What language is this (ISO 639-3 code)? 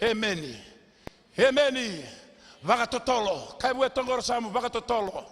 fij